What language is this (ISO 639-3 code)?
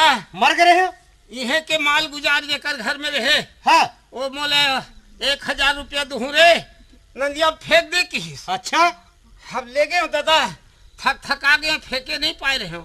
hne